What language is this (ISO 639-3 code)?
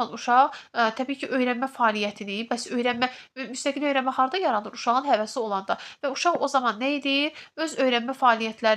aze